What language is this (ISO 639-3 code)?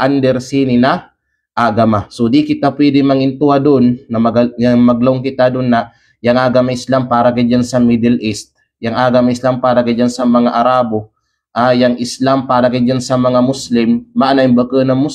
kqe